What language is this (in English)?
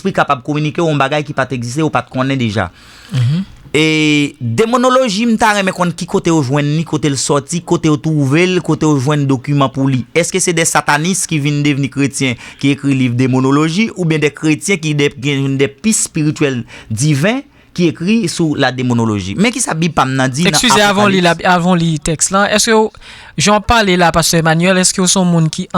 Haitian Creole